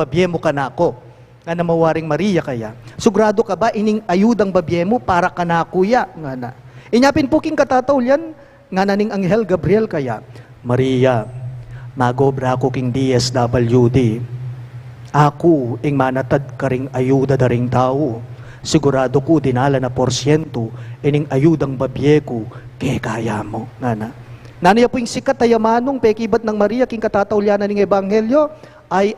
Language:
Pampanga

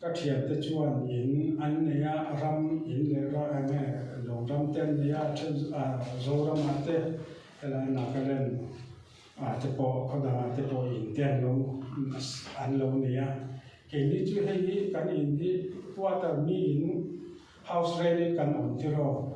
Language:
Mizo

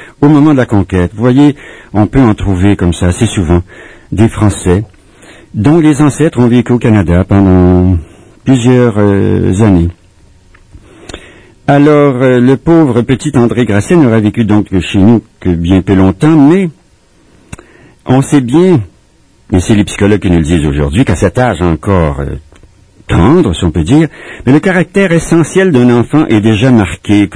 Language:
French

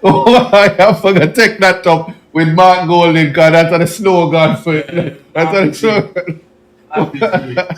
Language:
Jamaican Creole English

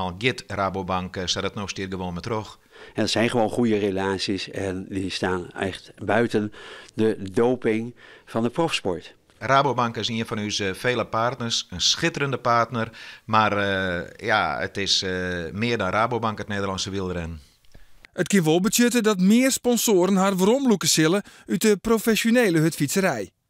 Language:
Western Frisian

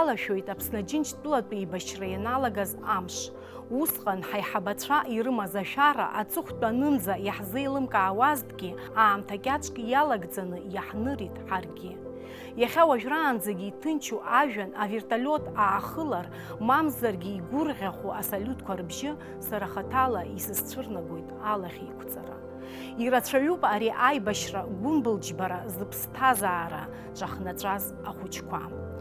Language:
Abkhazian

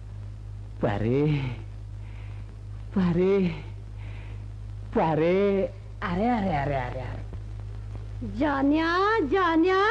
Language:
Marathi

